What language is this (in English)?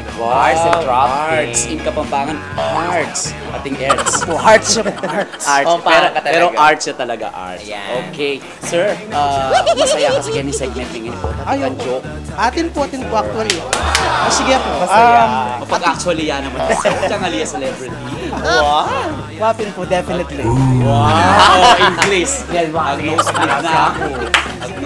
Pampanga